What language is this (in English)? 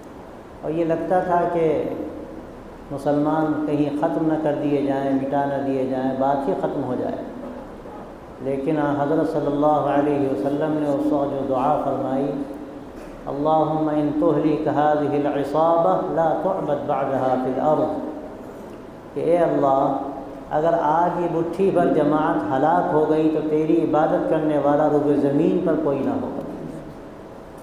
Urdu